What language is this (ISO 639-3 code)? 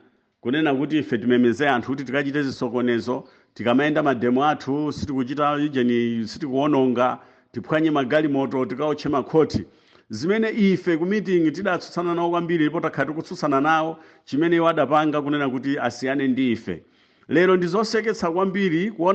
nya